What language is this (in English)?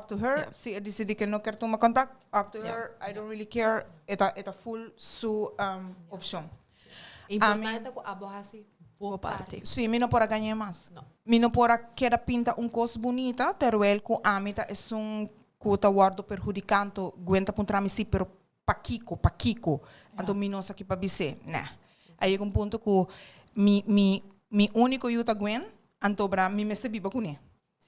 Papiamento